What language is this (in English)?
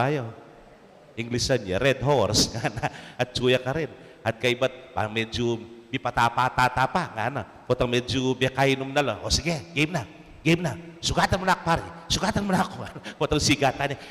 Pampanga